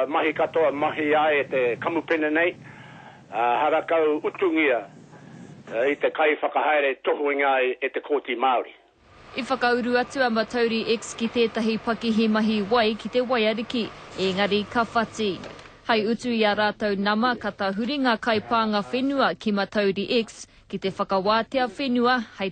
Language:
Māori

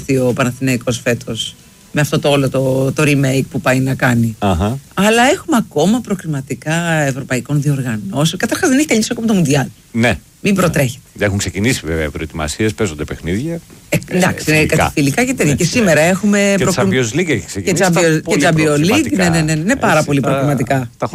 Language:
Greek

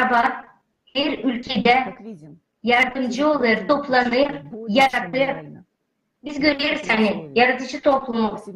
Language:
Gagauz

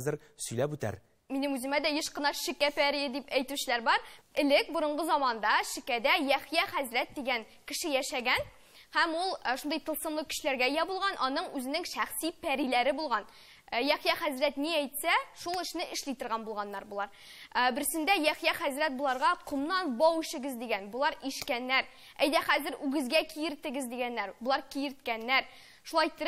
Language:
Tatar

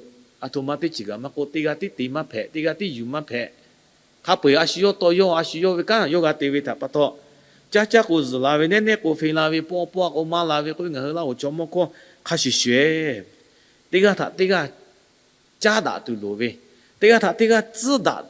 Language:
Lahu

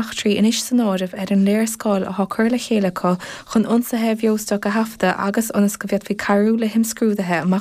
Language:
Irish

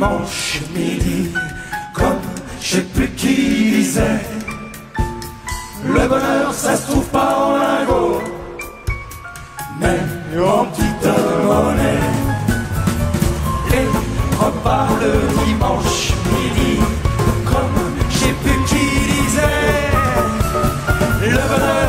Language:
French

